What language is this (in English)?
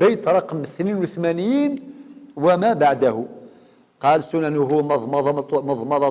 Algerian Arabic